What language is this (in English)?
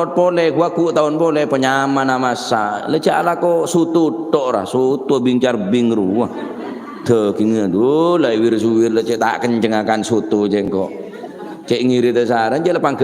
Madurese